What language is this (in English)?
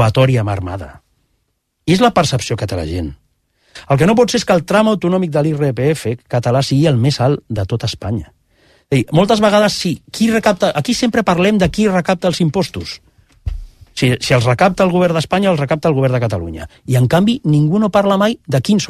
Catalan